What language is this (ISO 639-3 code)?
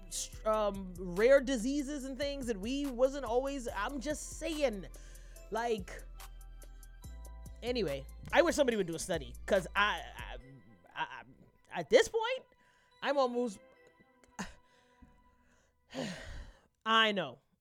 eng